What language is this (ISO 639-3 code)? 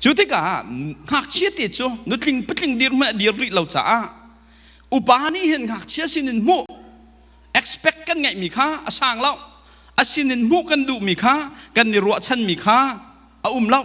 cnh